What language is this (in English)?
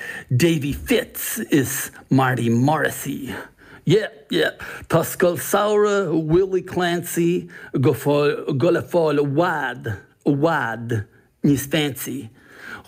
Irish